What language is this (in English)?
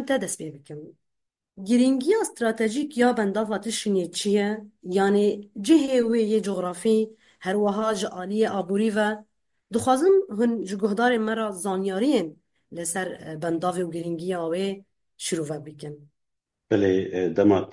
Kurdish